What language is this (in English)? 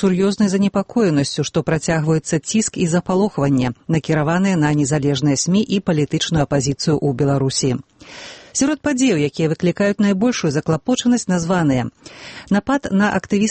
Belarusian